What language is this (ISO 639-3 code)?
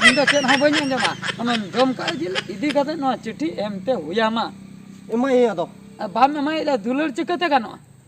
sat